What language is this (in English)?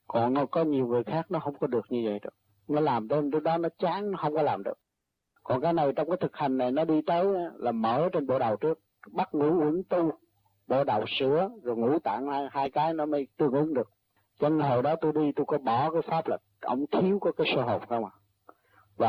Vietnamese